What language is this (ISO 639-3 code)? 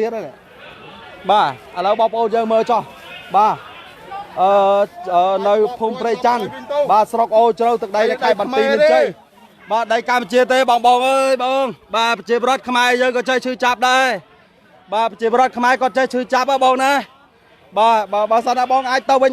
khm